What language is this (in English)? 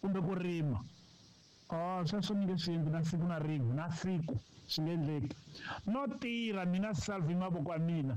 Tsonga